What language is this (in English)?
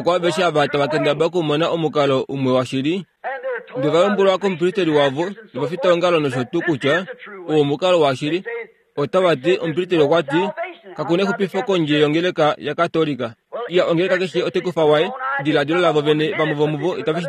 Kuanyama